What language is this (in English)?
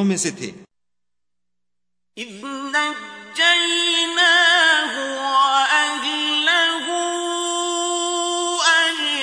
Urdu